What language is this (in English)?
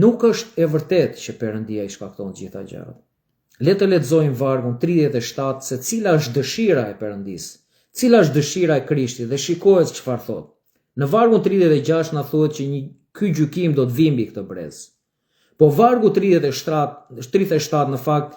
Albanian